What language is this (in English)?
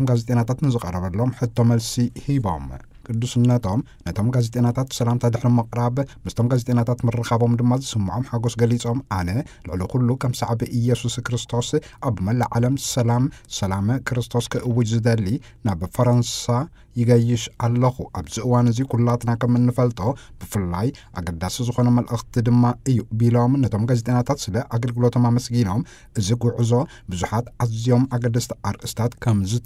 Tigrinya